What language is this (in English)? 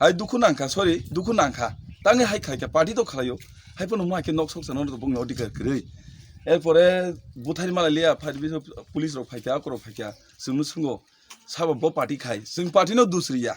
Kok Borok